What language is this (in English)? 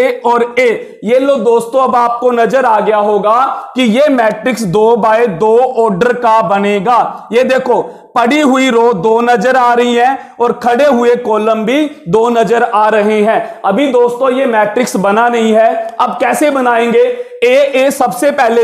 Hindi